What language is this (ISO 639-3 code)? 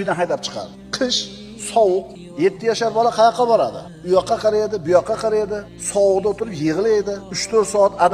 uzb